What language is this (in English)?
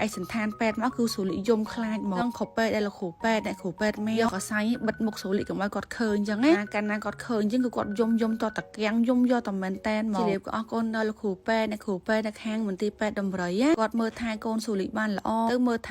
Khmer